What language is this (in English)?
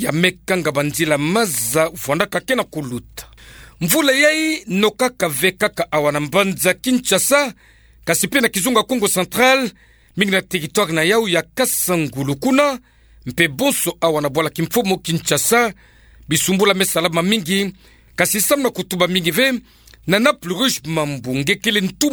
Kituba (Democratic Republic of Congo)